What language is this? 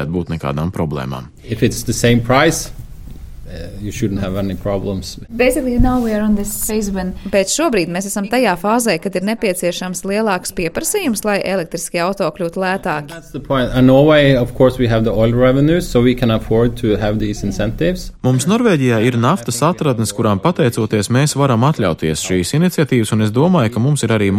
Latvian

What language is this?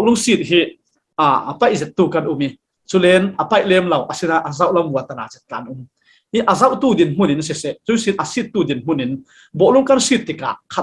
Falam Chin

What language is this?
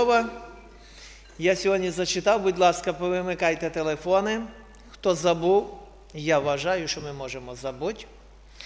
Ukrainian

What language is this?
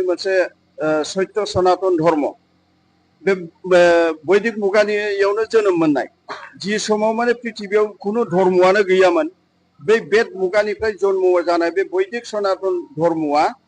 Bodo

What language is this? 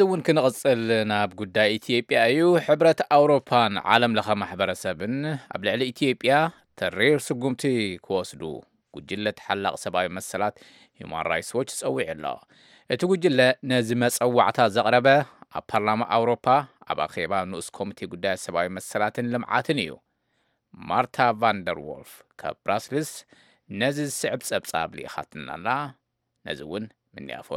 Tigrinya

